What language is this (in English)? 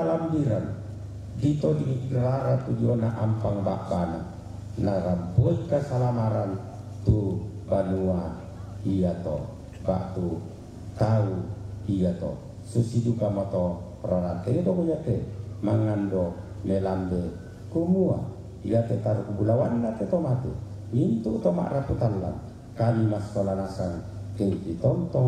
Toraja-Sa'dan